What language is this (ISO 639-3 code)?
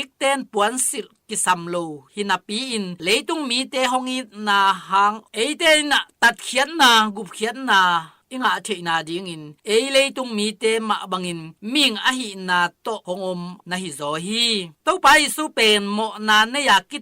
ctd